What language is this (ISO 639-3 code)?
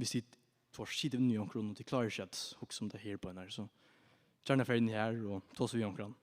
fao